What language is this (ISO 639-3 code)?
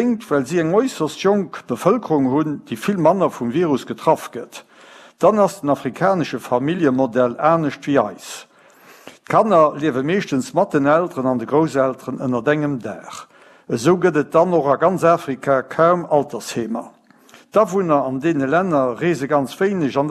ltz